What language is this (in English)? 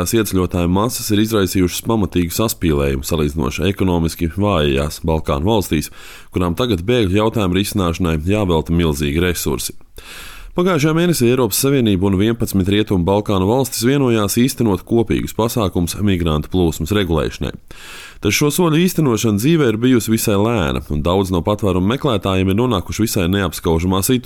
Latvian